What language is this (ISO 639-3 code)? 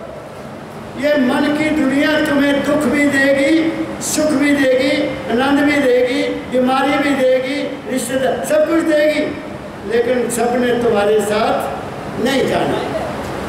hin